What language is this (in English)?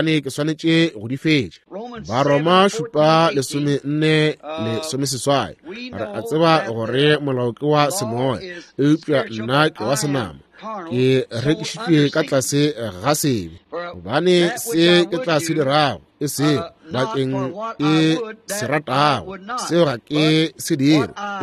Northern Sotho